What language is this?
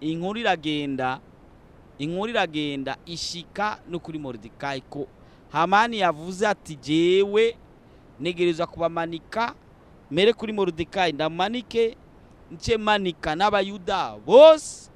Rundi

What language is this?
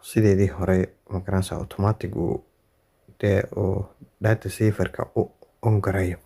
Somali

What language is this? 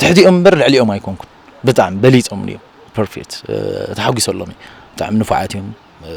Tigrinya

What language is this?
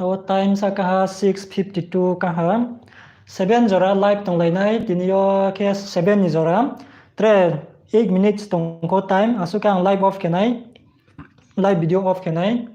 Riang (India)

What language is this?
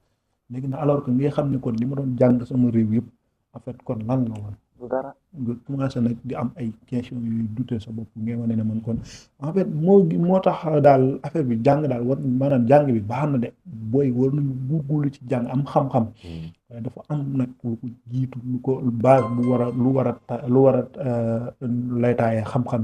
Wolof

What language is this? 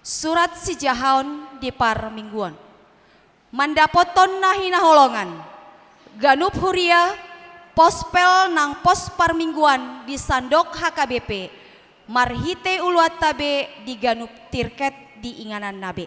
Batak Toba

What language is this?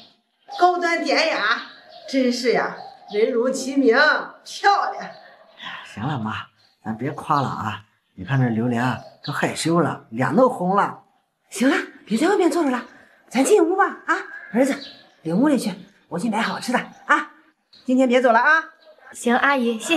Chinese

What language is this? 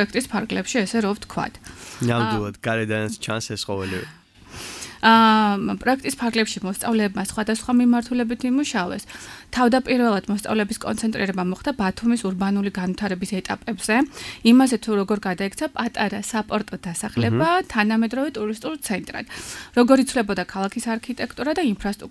Georgian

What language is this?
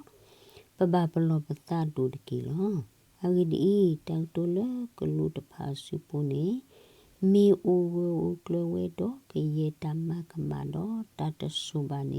S'gaw Karen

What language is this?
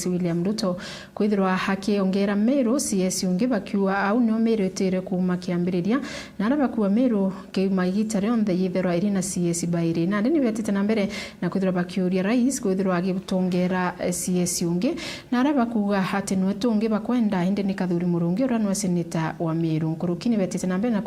Meru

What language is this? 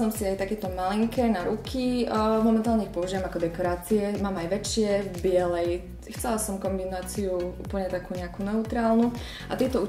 Slovak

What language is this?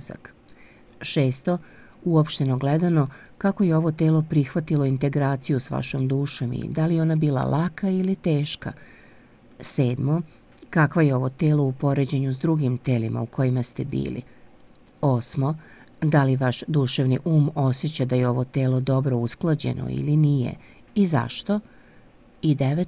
Serbian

